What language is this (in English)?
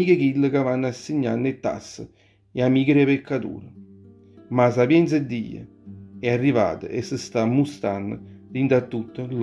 Neapolitan